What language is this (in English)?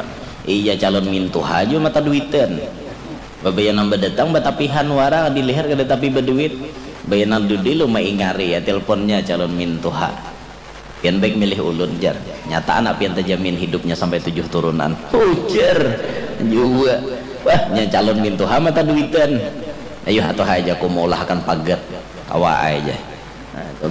Banjar